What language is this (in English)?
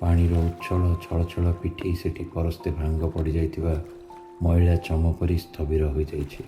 Odia